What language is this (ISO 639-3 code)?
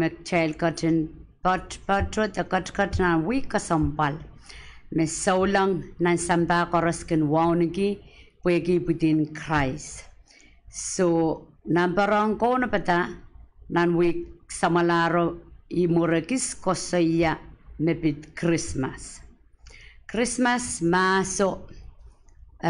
pon